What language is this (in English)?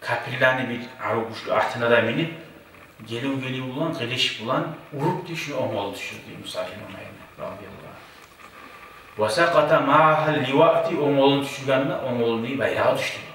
Kumyk